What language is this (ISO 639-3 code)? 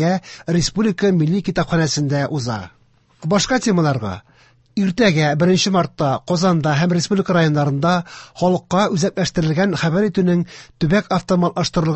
tat